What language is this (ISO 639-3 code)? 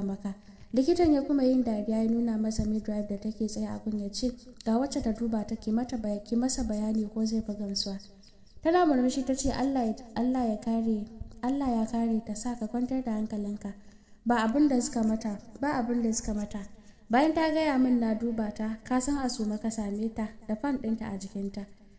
hau